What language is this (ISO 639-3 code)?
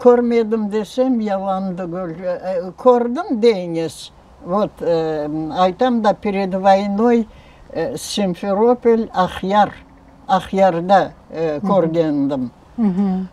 crh